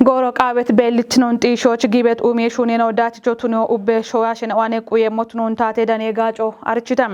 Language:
Kafa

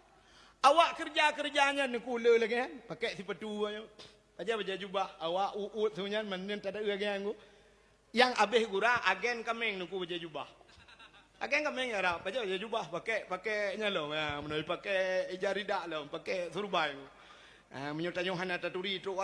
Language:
Achinese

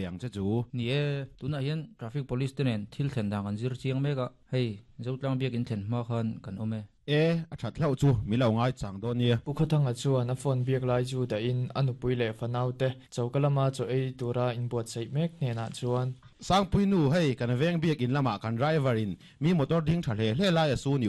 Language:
Mizo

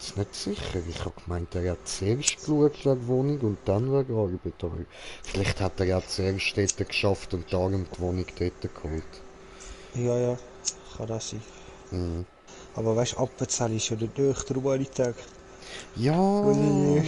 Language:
Swiss German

